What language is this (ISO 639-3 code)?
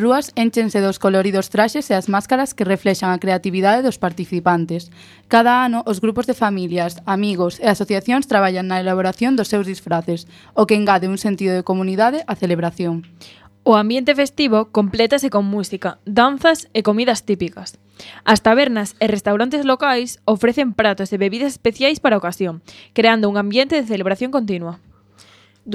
glg